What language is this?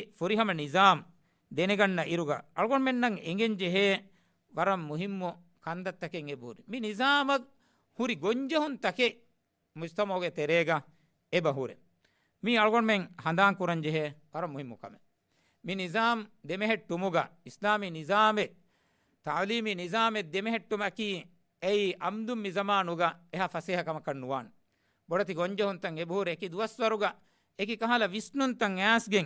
Divehi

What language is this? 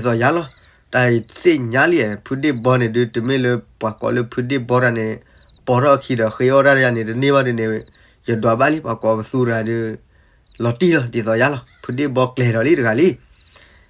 S'gaw Karen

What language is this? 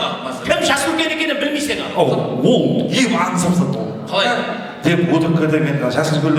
Kara-Kalpak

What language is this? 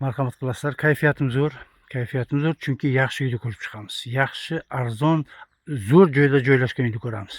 Uzbek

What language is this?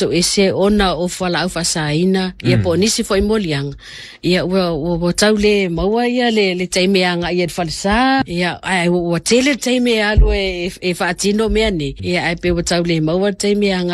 Samoan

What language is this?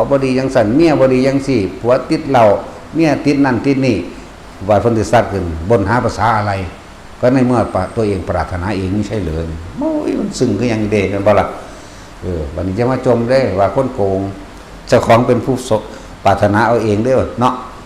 Northeastern Thai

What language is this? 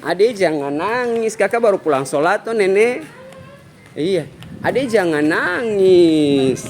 Ambonese Malay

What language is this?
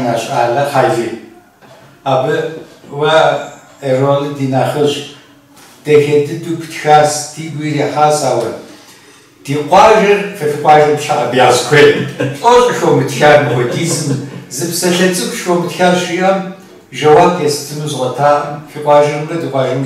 Kabardian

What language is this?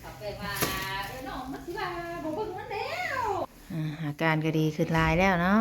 Northeastern Thai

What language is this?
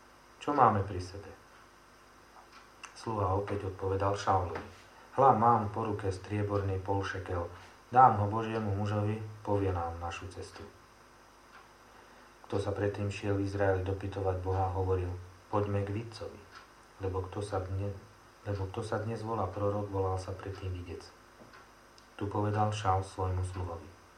Slovak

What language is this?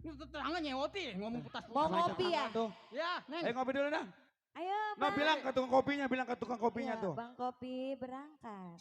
Betawi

